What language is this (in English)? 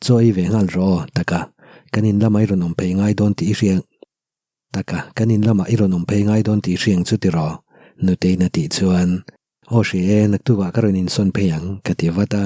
Mizo